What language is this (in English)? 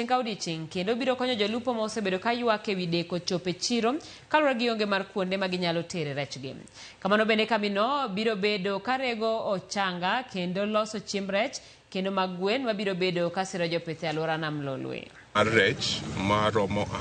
Luo (Kenya and Tanzania)